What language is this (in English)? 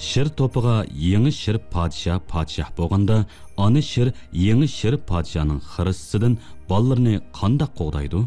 Uyghur